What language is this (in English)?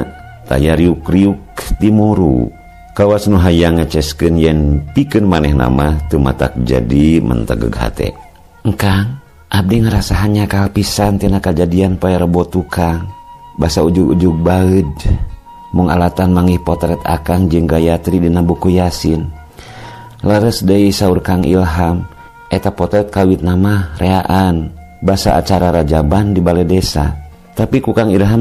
Sundanese